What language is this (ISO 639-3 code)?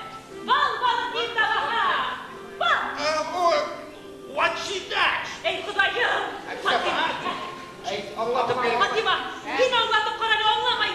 bak